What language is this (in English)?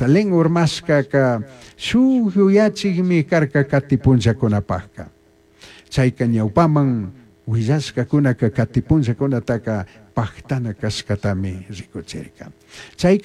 Chimborazo Highland Quichua